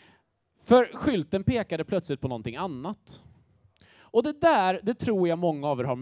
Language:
Swedish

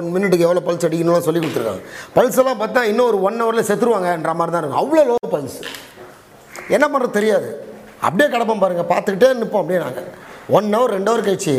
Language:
Tamil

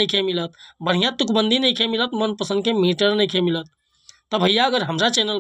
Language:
Bhojpuri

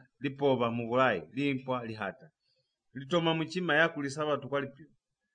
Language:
Lozi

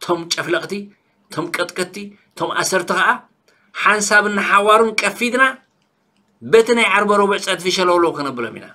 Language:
Tigrinya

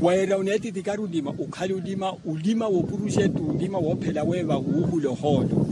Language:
Makhuwa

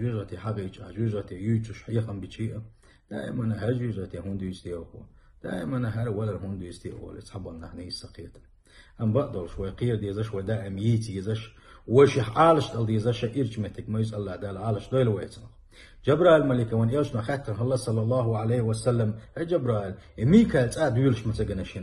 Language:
Chechen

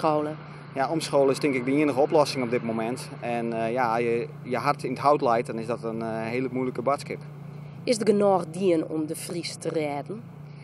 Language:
Western Frisian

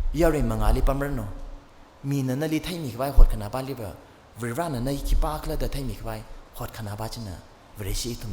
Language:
Tangkhul Naga (India)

